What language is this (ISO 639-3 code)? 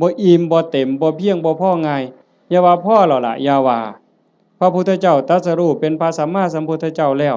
tts